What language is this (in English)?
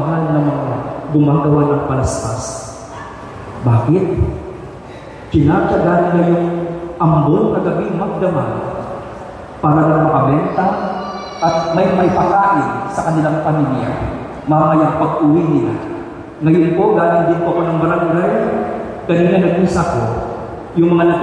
Filipino